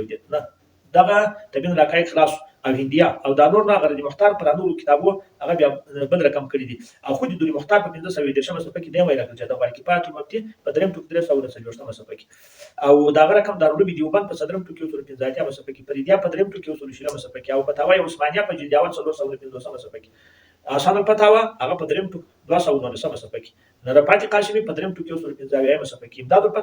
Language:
Pashto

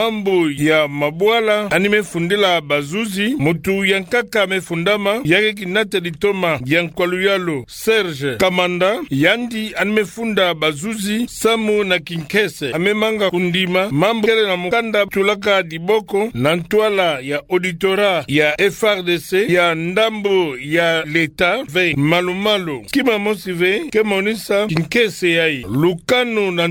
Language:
Kituba (Democratic Republic of Congo)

